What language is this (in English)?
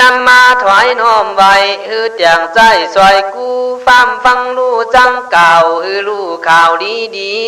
Khün